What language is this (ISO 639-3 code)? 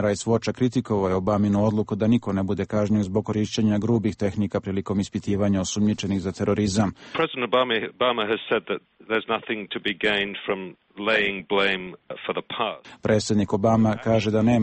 srp